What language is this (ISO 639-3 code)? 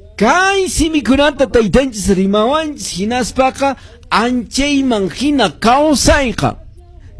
que